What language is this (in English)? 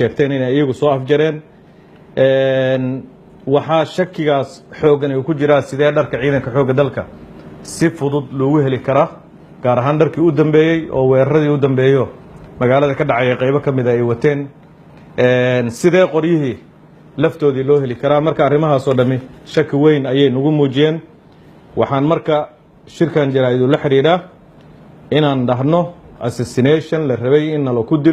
Somali